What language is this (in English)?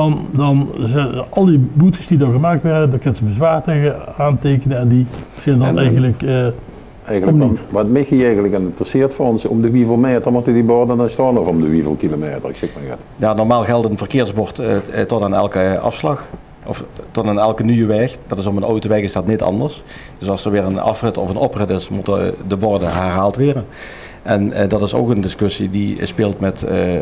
Limburgish